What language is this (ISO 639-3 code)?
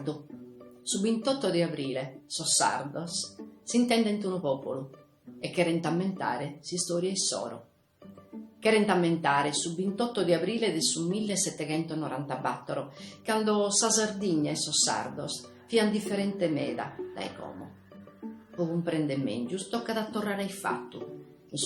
srd